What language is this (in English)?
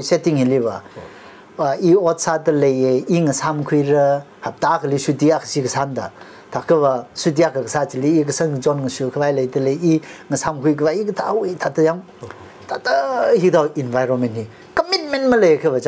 Tangkhul Naga (India)